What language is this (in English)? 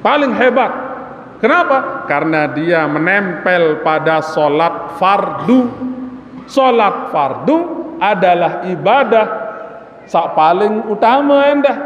Sasak